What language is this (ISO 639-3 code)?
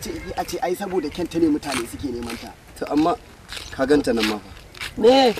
hau